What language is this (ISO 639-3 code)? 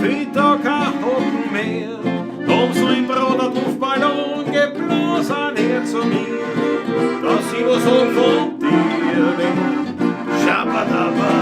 bar